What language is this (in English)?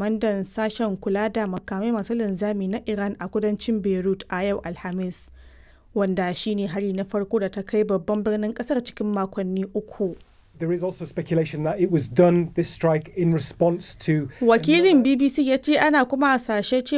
Hausa